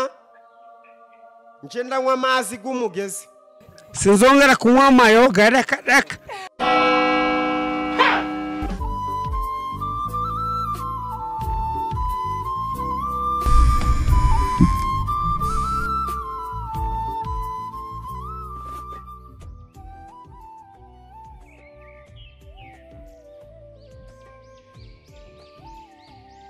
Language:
Kinyarwanda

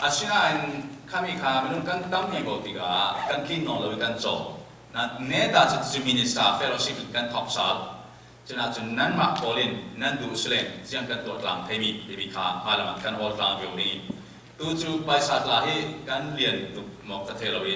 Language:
Falam Chin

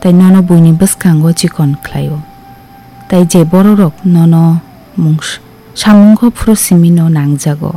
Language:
Kok Borok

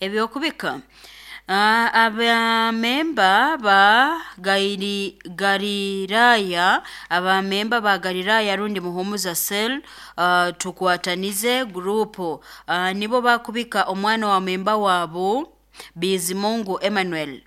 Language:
Nyoro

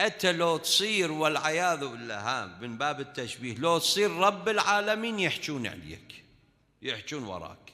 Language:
Mesopotamian Arabic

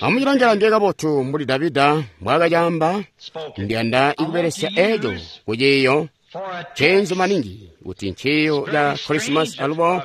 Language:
Tonga (Zambia)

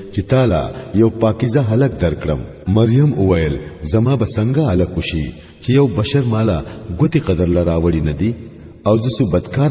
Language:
Pashto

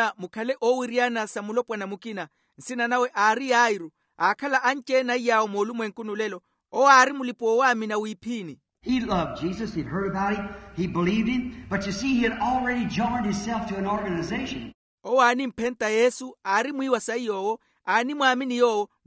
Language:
Makhuwa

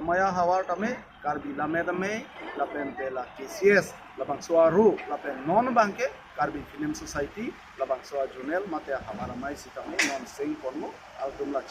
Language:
Karbi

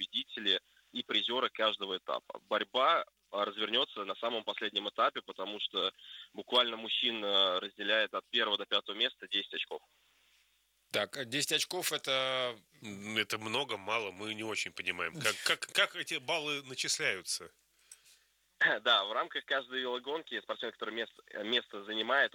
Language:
Russian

